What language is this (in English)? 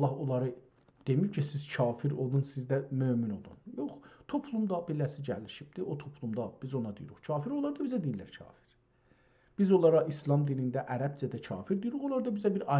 South Azerbaijani